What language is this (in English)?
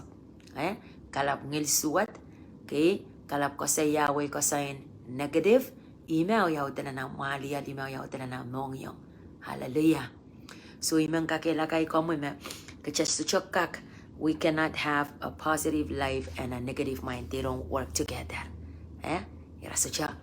Pohnpeian